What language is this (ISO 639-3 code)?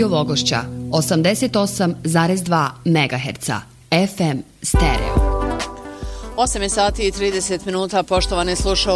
bos